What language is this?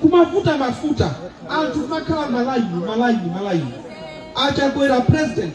Nyanja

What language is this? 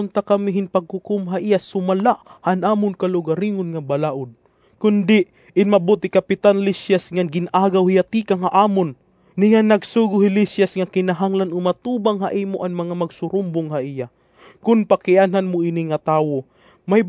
Waray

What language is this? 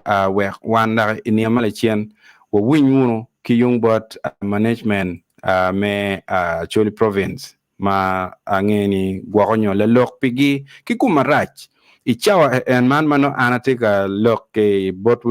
Acoli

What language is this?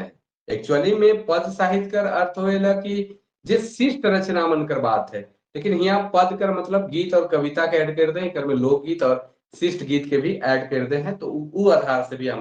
Sadri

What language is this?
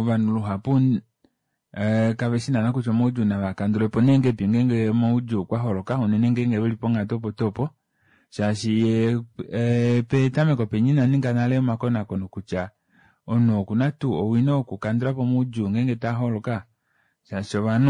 Kuanyama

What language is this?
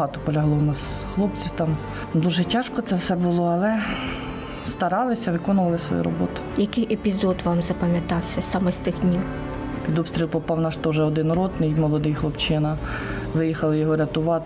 Ukrainian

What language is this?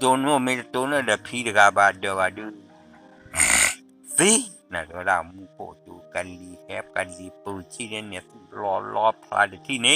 S'gaw Karen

